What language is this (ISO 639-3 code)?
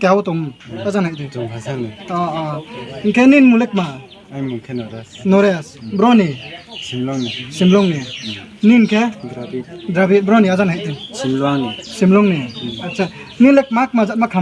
ria